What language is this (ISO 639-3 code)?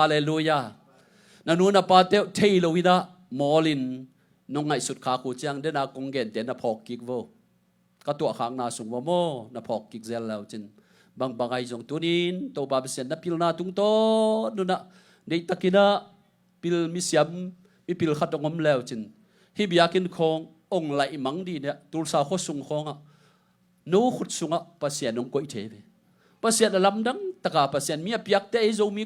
ctd